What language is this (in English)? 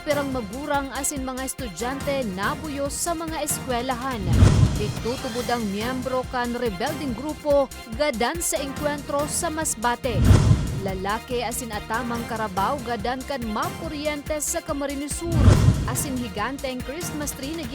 Bikol